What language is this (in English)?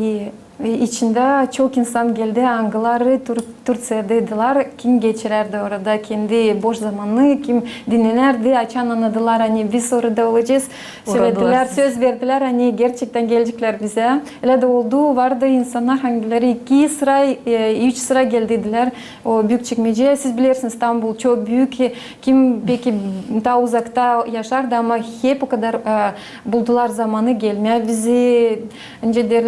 Gagauz